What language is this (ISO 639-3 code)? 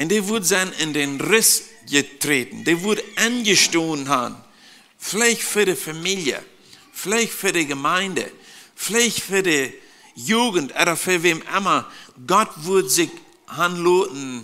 pdt